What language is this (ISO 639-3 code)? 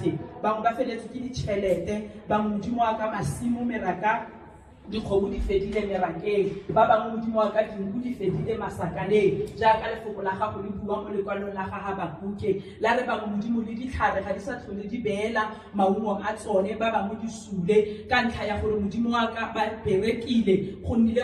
tsn